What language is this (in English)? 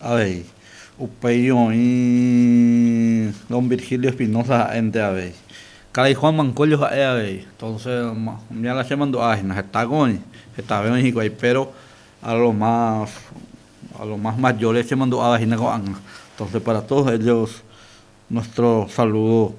Guarani